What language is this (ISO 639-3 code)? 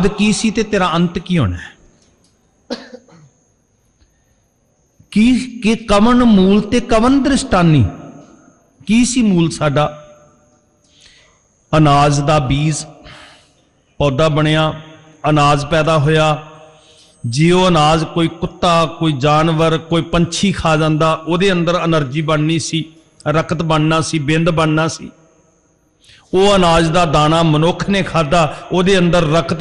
pan